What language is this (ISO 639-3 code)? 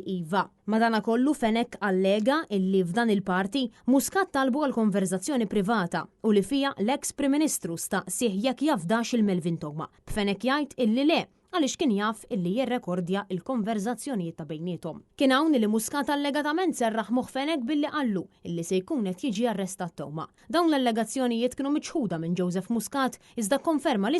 mlt